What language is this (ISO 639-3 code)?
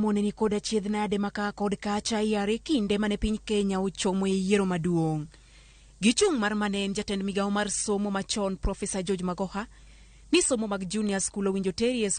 luo